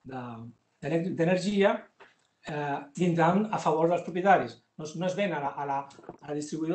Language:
Catalan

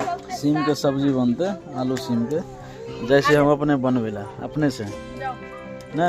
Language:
Maithili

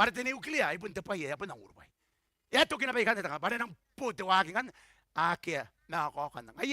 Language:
Gilbertese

